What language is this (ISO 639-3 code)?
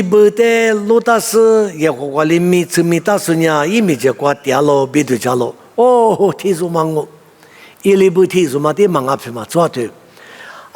lis